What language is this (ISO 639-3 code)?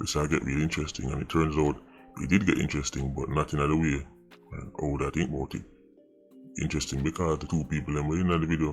jam